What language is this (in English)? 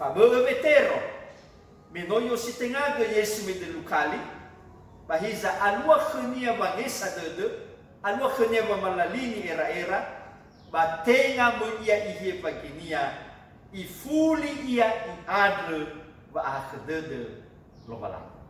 Nias